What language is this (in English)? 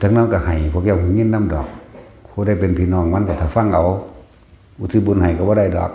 Northeastern Thai